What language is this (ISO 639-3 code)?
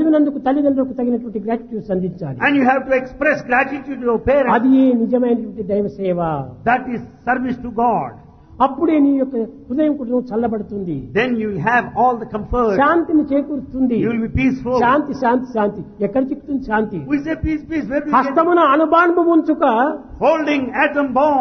tel